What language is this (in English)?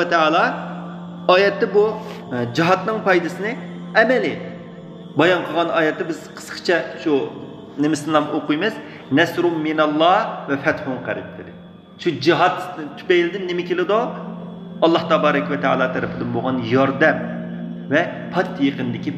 Uyghur